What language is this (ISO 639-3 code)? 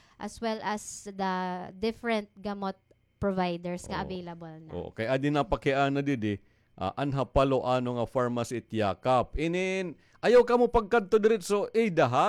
war